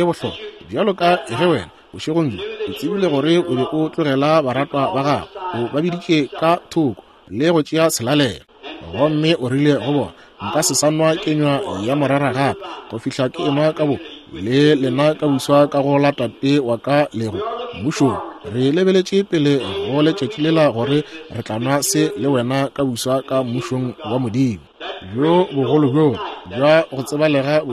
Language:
Northern Sotho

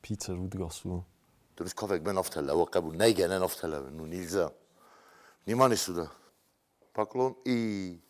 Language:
Ossetic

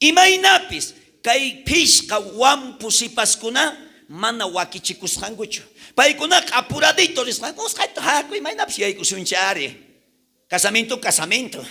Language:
South Bolivian Quechua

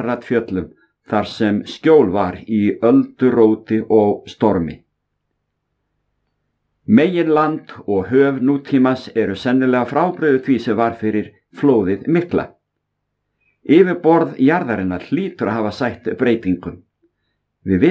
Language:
Icelandic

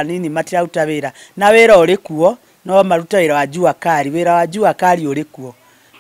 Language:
Kikuyu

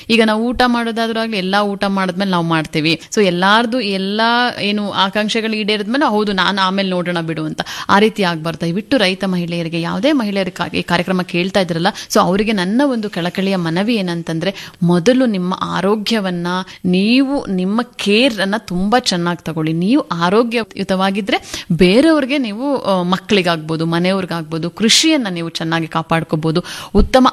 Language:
Kannada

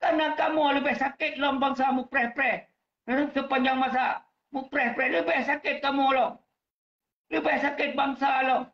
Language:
Achinese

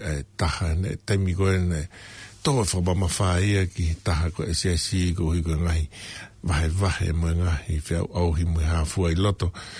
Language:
Tongan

